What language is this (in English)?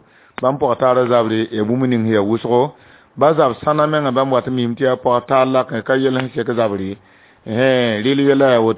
Mossi